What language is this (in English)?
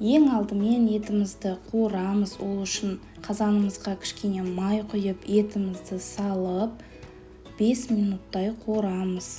Kazakh